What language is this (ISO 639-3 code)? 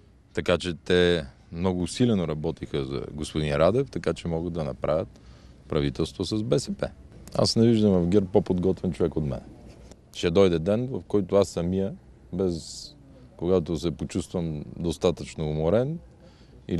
bul